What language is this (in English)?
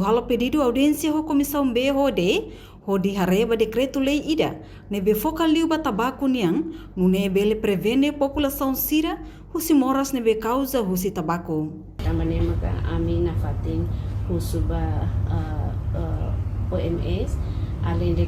Tetum